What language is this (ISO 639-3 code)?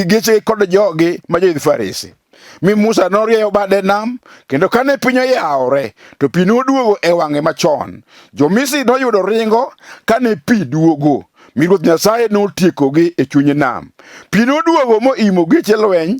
luo